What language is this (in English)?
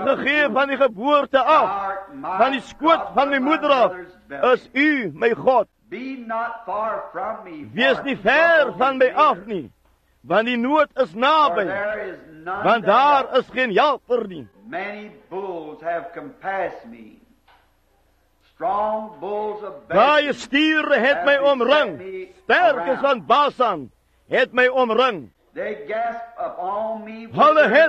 Afrikaans